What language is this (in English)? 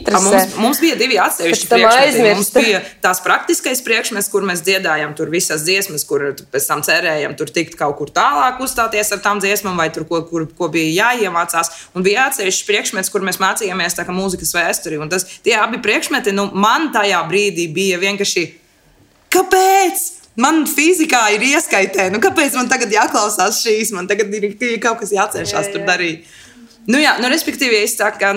Latvian